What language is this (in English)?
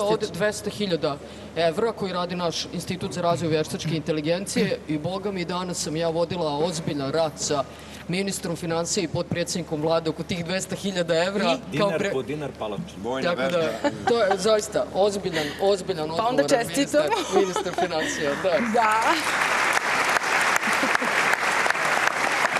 Serbian